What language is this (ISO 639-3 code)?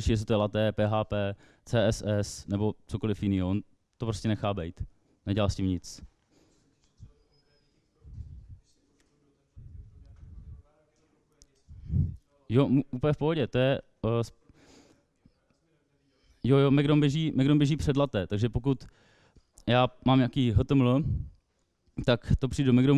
ces